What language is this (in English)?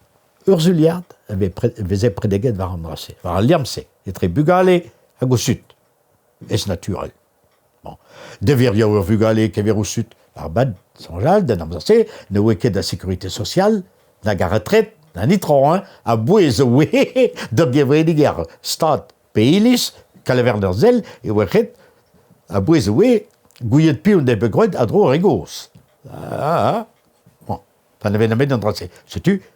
Breton